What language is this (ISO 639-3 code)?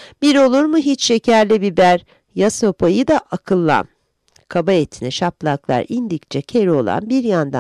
tur